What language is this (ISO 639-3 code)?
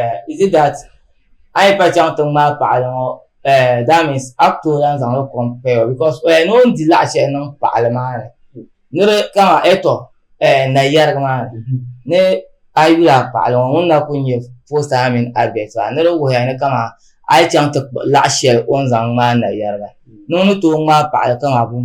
dag